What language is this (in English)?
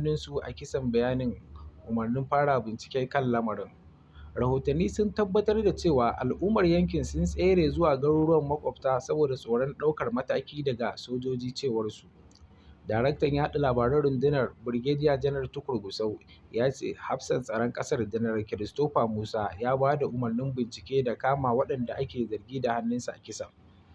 Hausa